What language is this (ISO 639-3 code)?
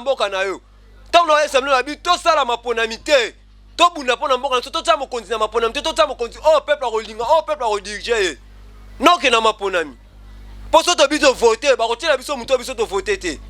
lin